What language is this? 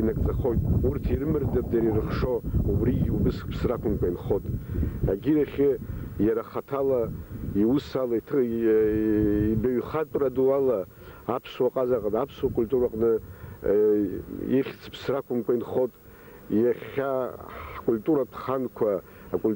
Abkhazian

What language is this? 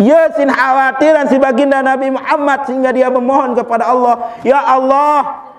Sasak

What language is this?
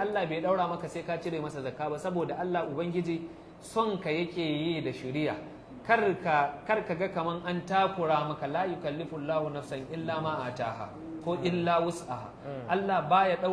Hausa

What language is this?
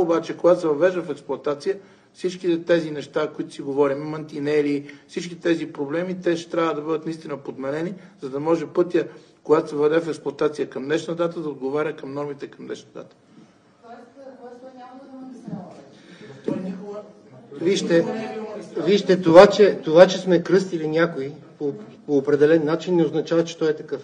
Bulgarian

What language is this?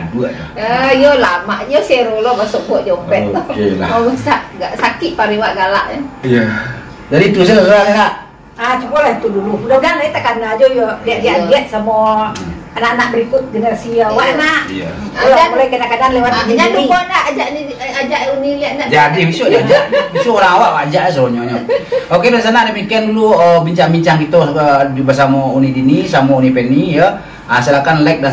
Minangkabau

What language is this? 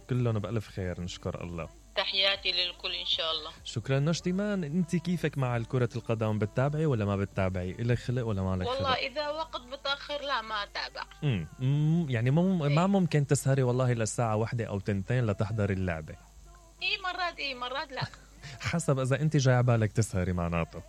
Mesopotamian Arabic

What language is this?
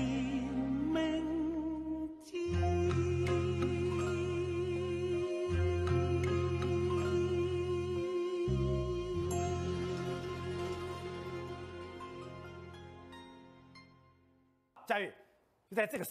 Chinese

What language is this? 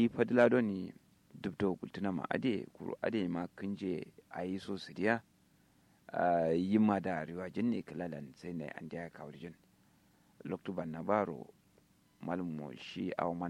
Kanuri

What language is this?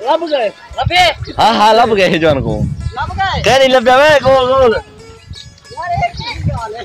Saraiki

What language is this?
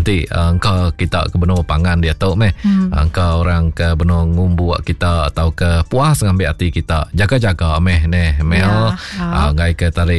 Iban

